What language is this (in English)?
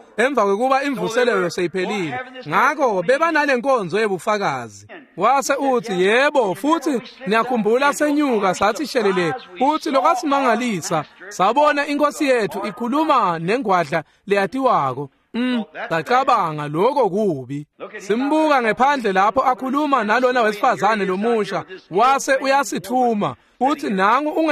Swati